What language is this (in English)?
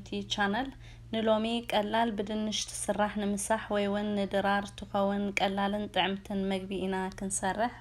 Tigrinya